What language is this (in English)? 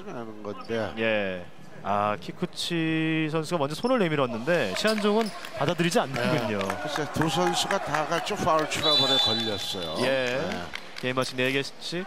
Korean